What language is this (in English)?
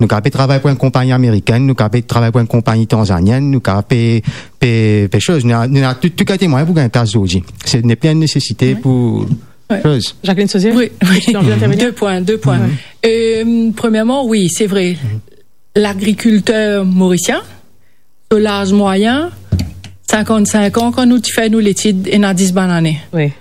Morisyen